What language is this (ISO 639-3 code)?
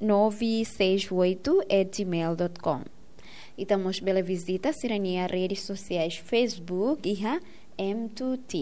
tet